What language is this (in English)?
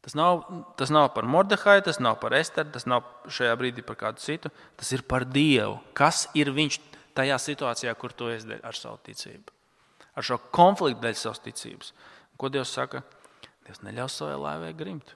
Latvian